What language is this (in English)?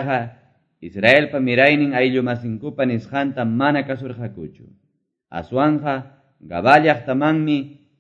Quechua